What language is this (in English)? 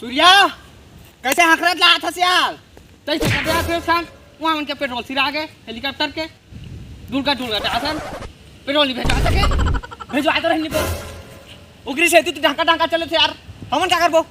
Chhattisgarhi